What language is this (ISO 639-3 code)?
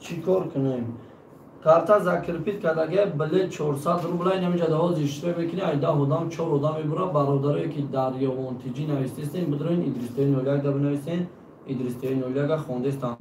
tgk